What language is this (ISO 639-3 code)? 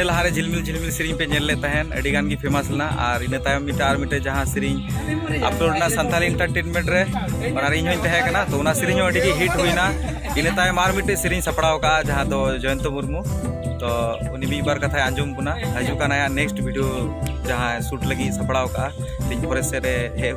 sat